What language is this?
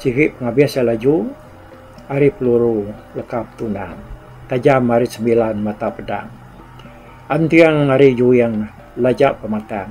Iban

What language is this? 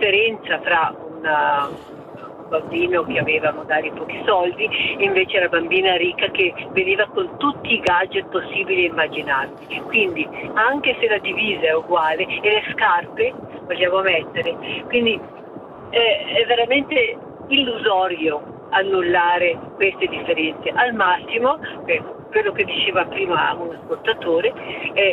Italian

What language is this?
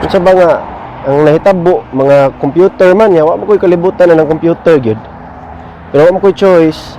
Cebuano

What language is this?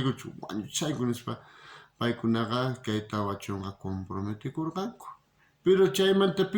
South Bolivian Quechua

